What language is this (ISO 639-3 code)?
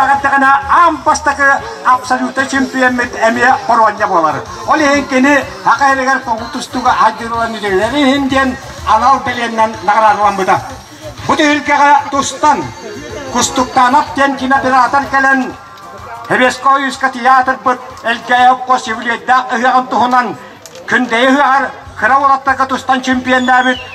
sah